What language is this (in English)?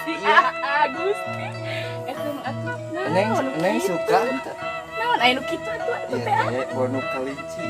Sundanese